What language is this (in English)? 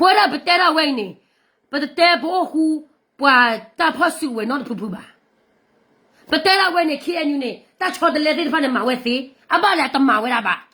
S'gaw Karen